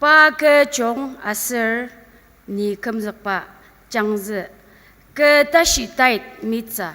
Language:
Ao Naga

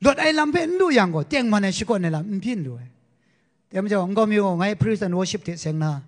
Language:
Kachin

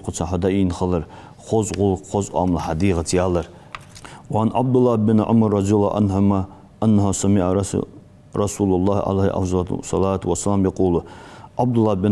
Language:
Ingush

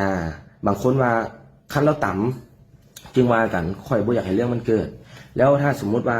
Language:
Lao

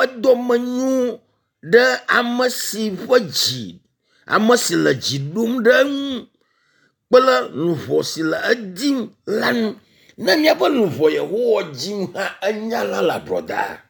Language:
Ewe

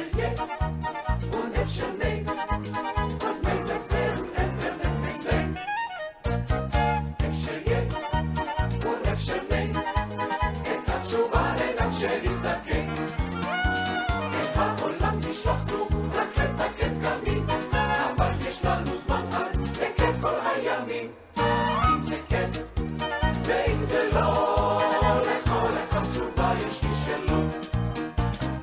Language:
Hebrew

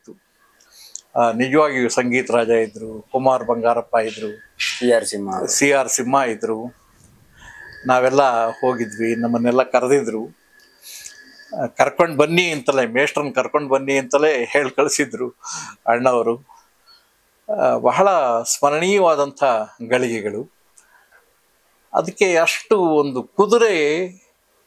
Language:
Kannada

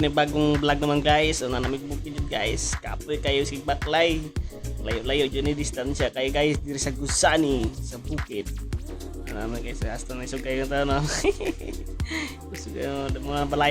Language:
Cebuano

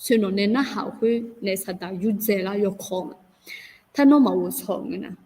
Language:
Akha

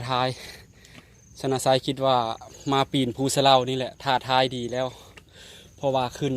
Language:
Lao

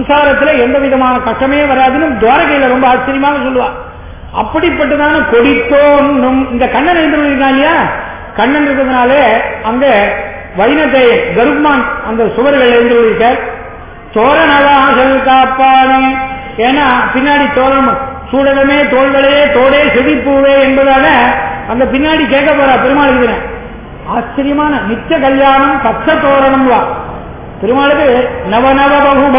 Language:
Tamil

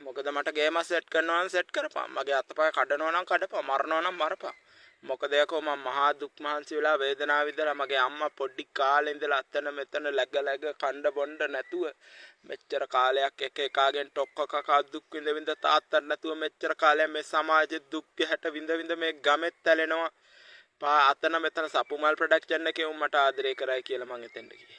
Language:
Sinhala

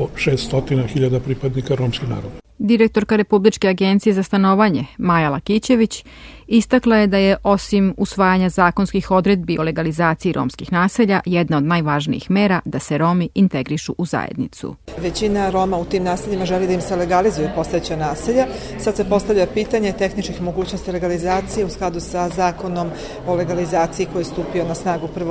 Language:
Serbian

